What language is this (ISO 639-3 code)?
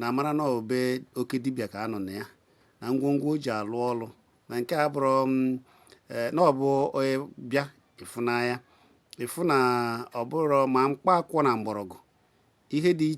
ibo